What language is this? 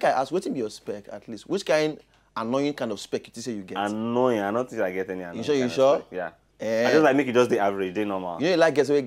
Nigerian Pidgin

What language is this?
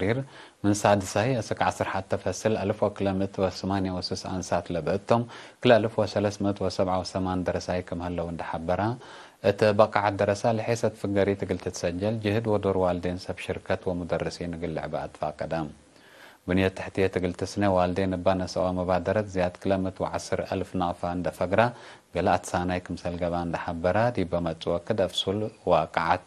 Tigre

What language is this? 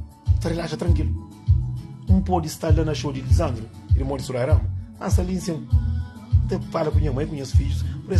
Kabuverdianu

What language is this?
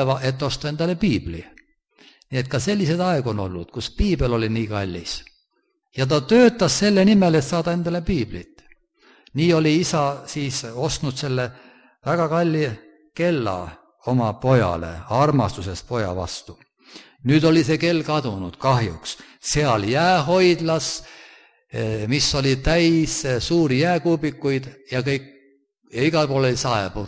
Estonian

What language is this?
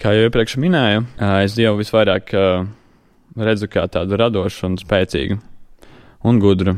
Latvian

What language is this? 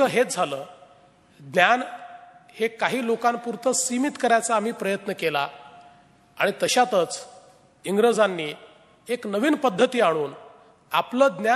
Marathi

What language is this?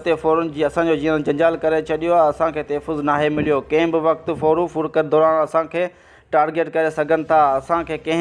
Sindhi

